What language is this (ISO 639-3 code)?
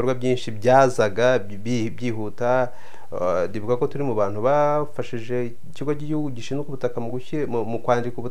kin